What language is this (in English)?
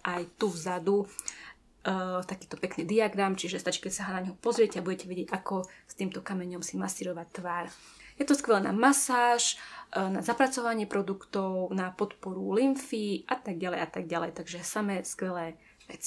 Slovak